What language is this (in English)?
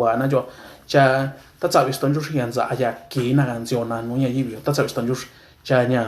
Mixtepec Mixtec